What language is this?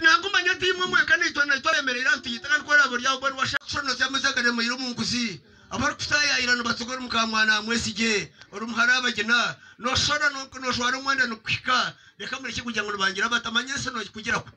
Nyankole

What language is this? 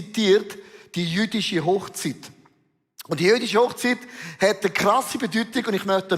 Swiss German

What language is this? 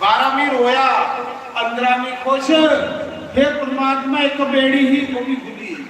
Dogri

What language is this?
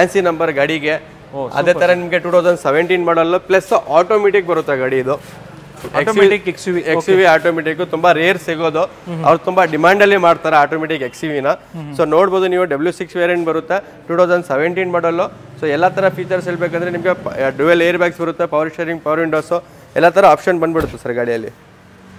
Kannada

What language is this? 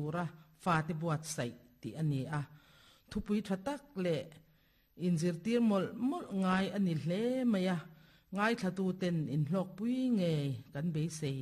Mizo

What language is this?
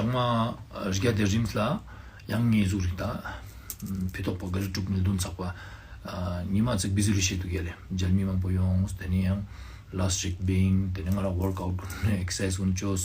Ladakhi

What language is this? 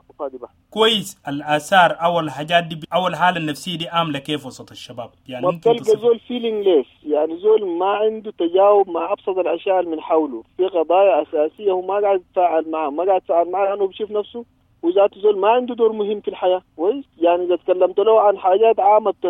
Sudanese Arabic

